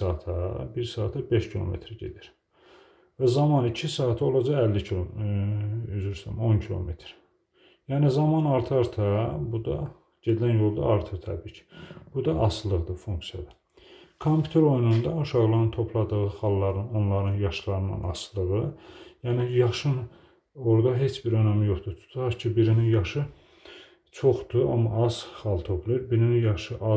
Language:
Azerbaijani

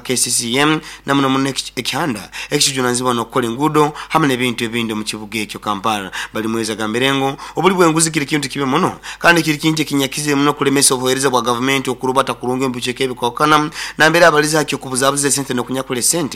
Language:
Nyoro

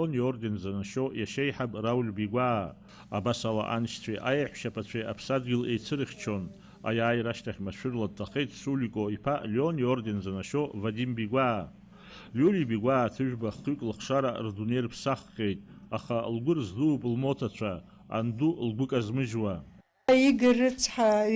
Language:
Abkhazian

